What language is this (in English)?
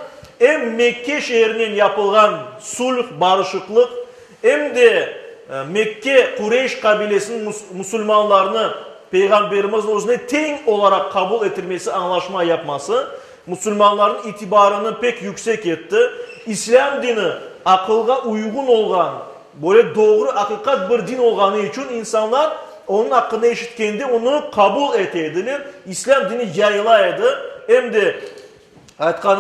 Crimean Tatar